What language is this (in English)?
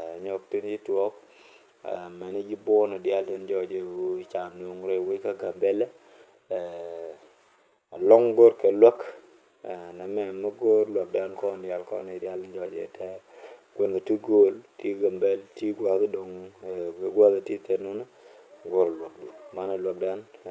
Nuer